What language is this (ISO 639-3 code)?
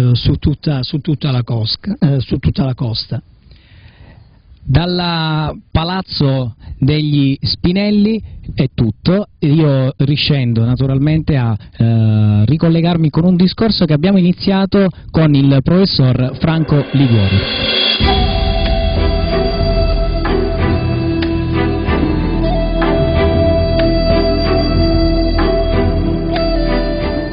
ita